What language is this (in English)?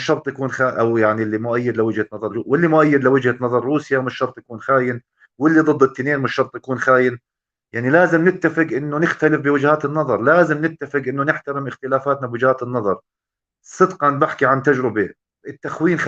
North Levantine Arabic